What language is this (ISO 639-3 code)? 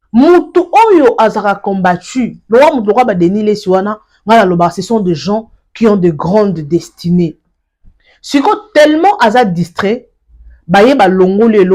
lin